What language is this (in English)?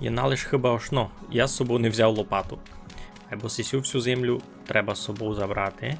Rusyn